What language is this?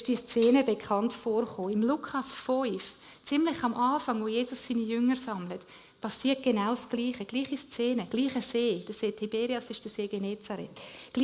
Swiss German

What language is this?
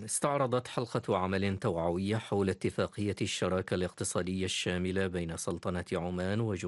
Arabic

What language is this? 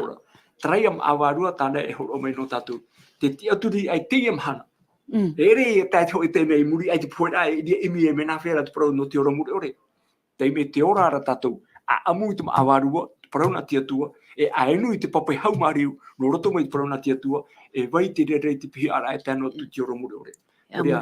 Tahitian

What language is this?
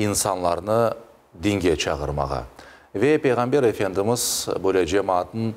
Crimean Tatar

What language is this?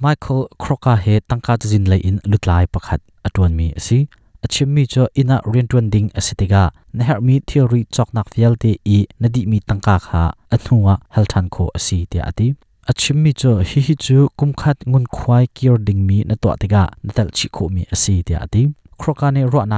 Hakha Chin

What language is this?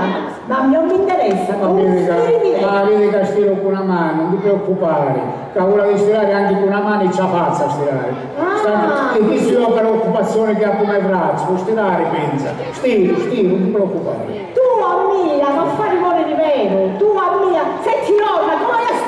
Sicilian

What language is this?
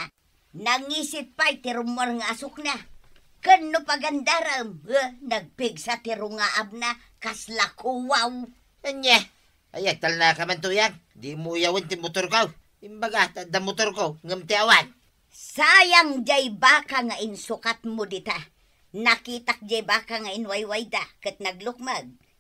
Iloko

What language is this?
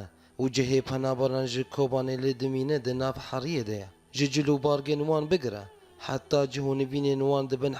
Kurdish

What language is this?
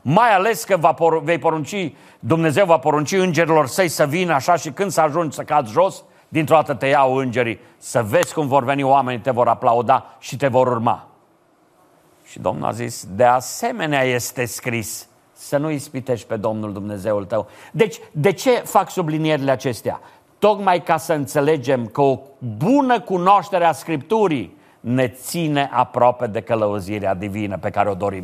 Romanian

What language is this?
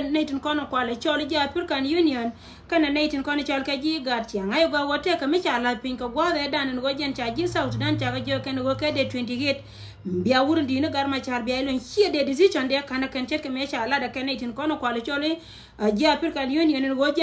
Nuer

